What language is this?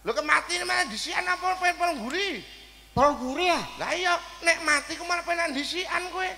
Javanese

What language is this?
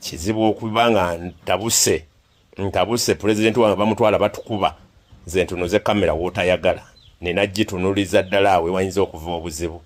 Ganda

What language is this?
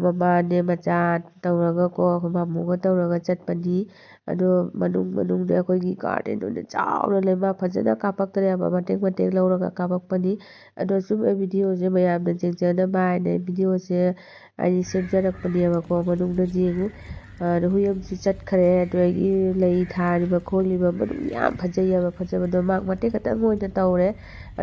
Manipuri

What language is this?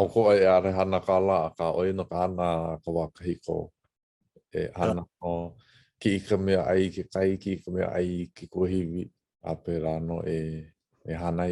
Hawaiian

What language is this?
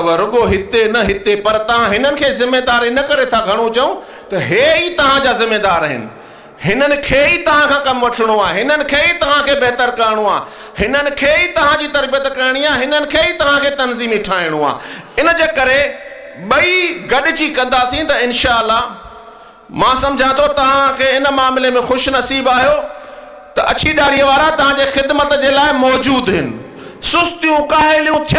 Sindhi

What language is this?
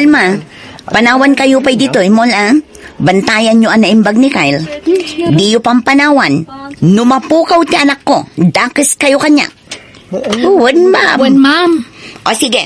Iloko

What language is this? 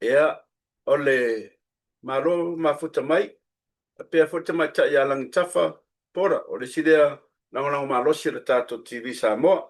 Samoan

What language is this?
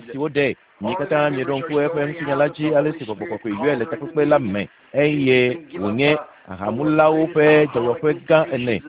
Ewe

